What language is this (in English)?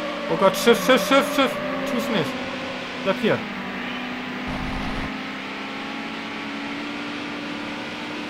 German